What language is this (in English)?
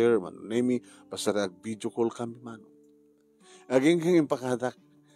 Iloko